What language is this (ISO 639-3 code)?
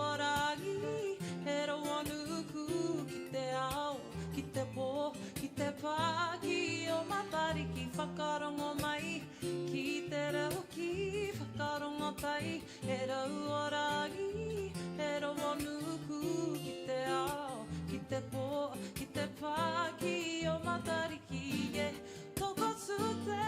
mri